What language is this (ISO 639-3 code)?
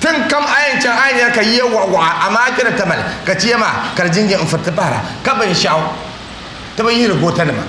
dag